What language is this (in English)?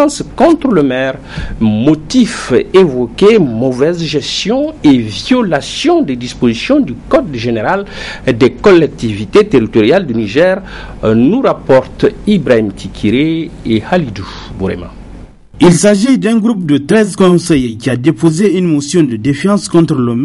French